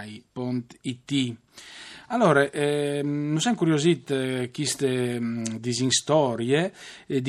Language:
Friulian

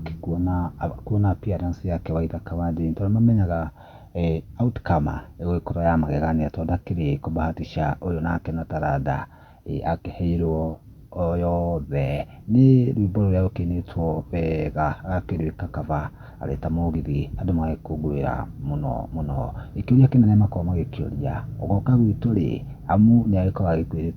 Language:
Kikuyu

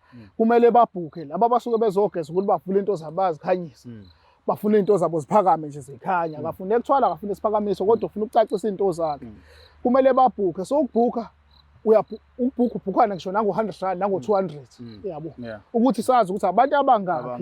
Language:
Zulu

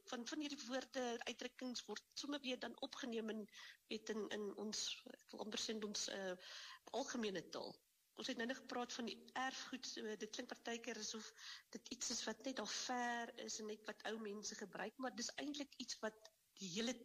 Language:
Afrikaans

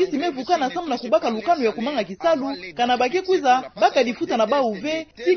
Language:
Kituba (Democratic Republic of Congo)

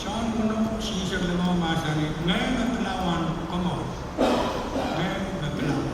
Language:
Pohnpeian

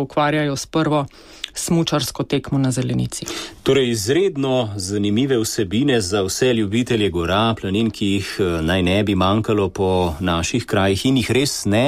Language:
Slovenian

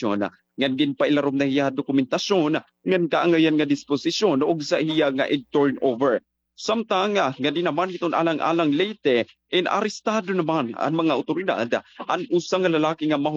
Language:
Waray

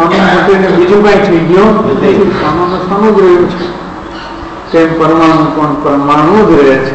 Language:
Gujarati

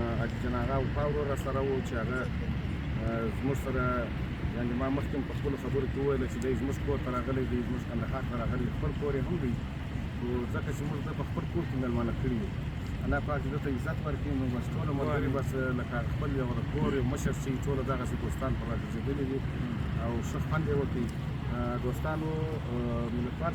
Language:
Pashto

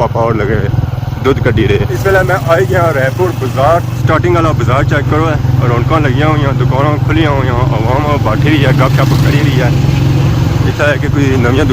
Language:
Pahari-Potwari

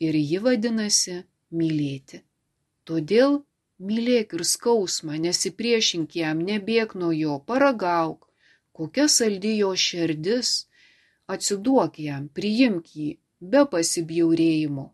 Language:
Lithuanian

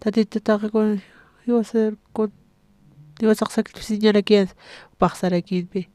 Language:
Aymara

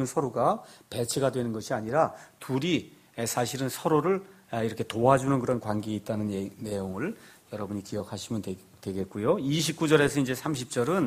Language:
Korean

